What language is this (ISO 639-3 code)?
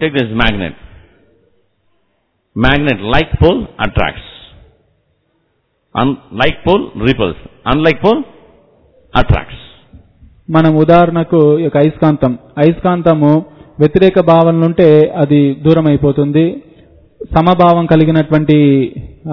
tel